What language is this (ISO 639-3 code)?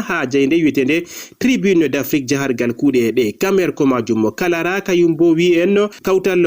ful